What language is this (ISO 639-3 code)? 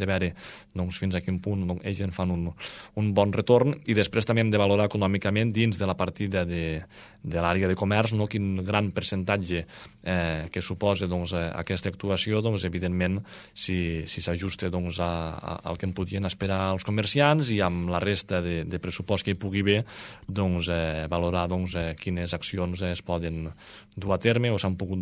cat